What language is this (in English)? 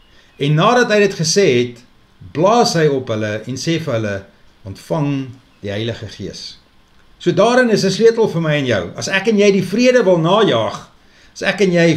Afrikaans